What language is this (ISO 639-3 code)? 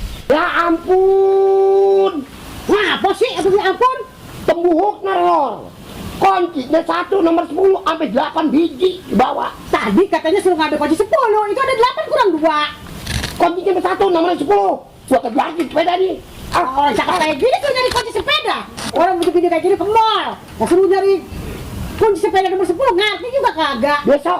bew